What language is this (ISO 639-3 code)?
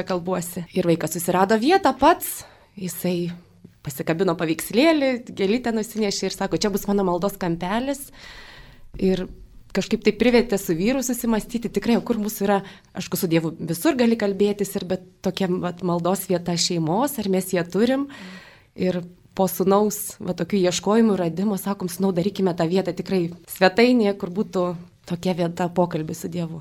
lit